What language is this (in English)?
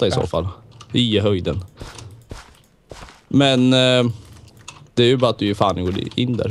Swedish